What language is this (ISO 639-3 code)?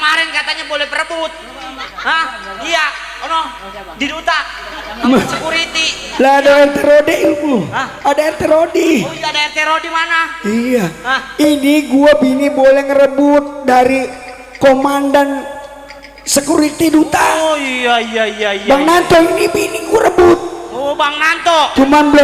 bew